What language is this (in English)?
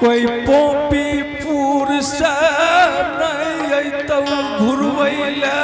Angika